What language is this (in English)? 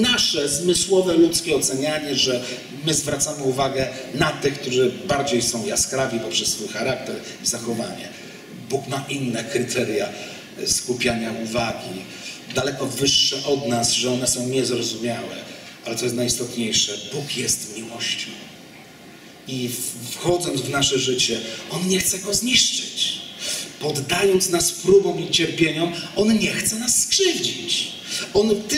Polish